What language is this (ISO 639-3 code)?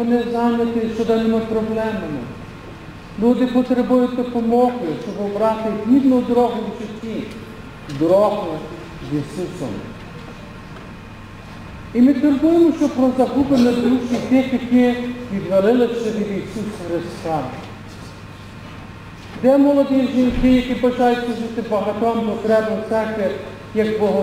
ukr